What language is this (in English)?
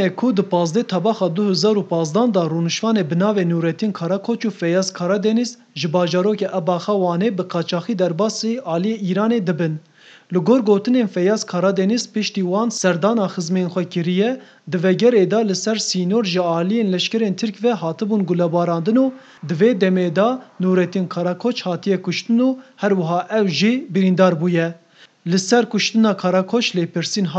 Kurdish